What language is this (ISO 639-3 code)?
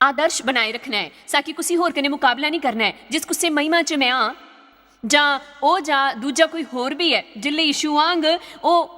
doi